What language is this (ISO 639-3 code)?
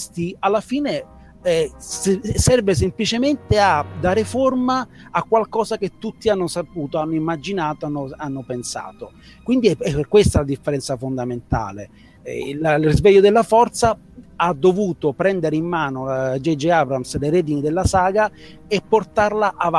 ita